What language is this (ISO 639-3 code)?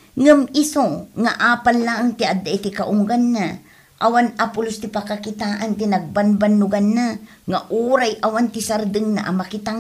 ilo